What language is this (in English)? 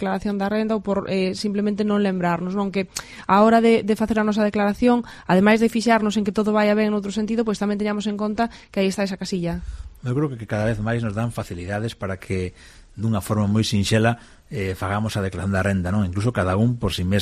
Galician